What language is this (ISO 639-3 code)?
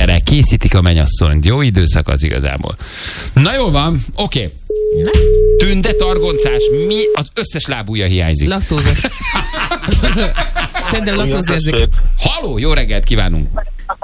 hun